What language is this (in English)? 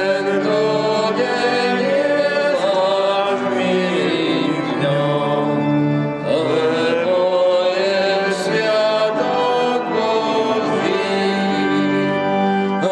Slovak